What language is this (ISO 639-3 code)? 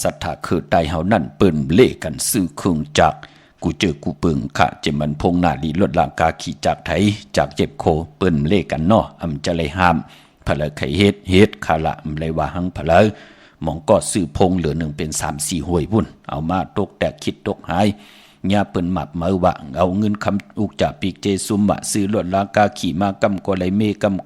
shn